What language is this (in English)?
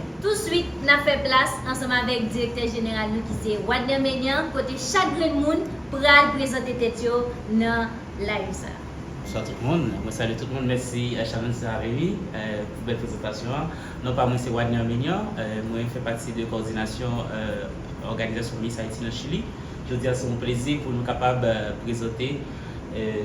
Haitian Creole